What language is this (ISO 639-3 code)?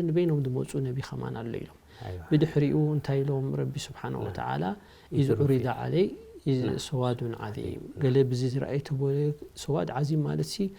tir